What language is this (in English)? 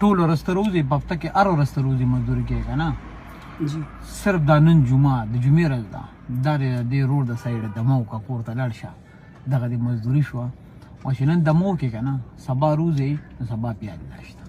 Pashto